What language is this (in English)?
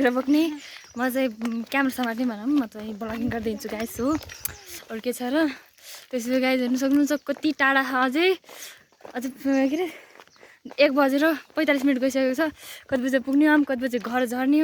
Nepali